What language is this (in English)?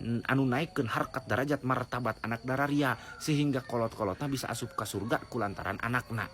Sundanese